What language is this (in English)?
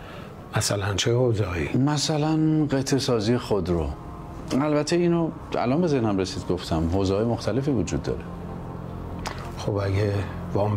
Persian